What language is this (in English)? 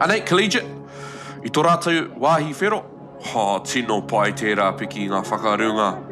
Māori